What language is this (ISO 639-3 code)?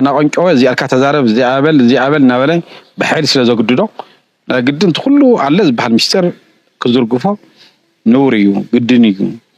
tir